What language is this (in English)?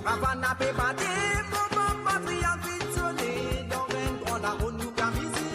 Morisyen